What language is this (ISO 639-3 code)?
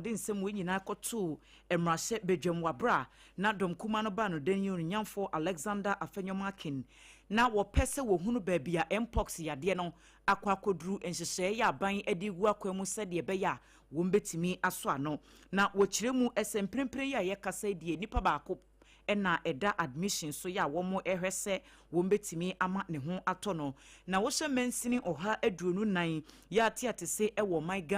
aka